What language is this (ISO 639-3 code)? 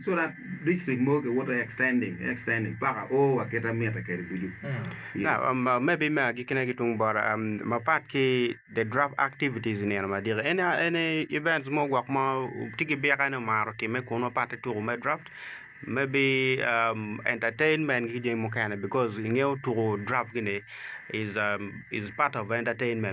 ach